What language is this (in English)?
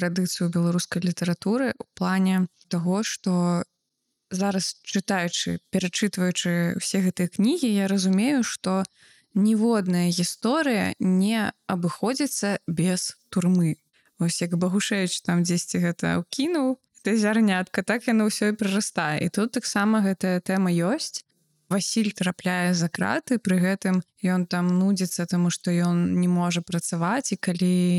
Belarusian